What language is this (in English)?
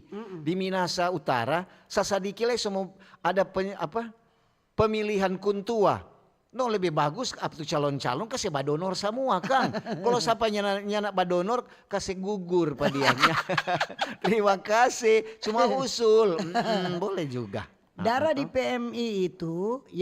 Manado Malay